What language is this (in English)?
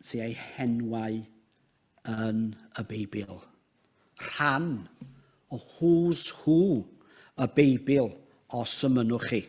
Welsh